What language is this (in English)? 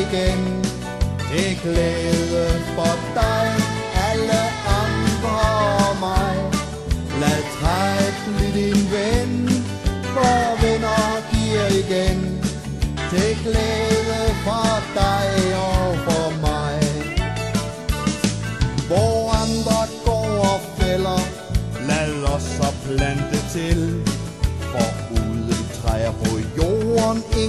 Danish